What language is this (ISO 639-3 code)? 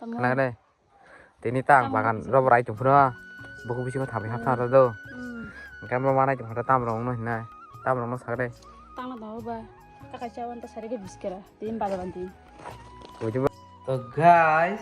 trp